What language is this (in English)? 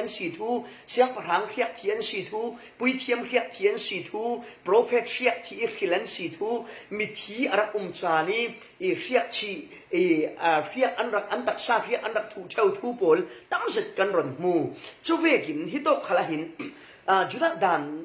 Falam Chin